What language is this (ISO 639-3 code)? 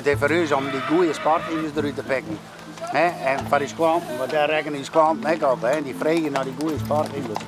fry